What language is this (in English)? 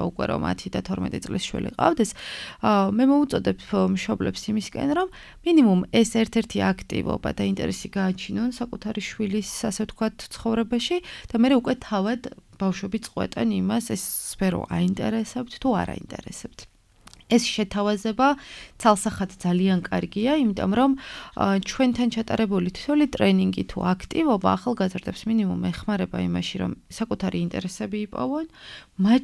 Georgian